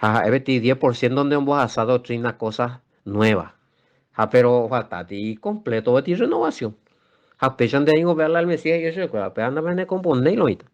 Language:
Guarani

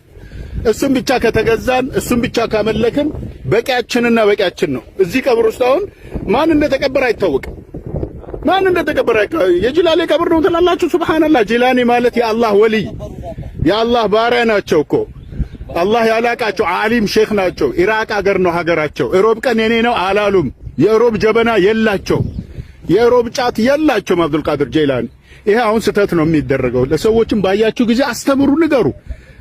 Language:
Amharic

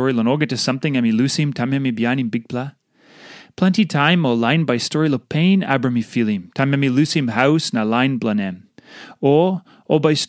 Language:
Tok Pisin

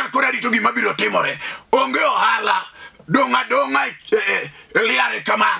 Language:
Luo (Kenya and Tanzania)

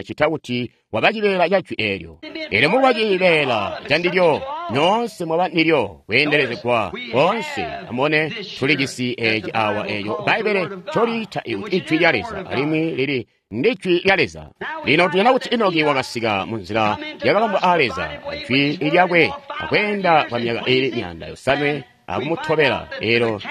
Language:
Tonga (Zambia)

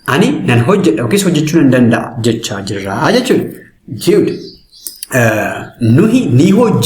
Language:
Oromo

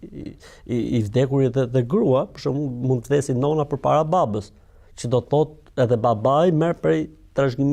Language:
Albanian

